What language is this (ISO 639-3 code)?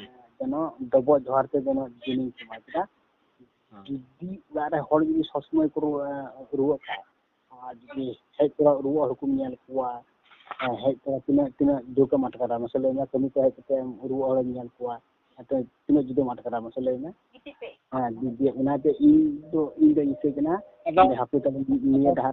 sat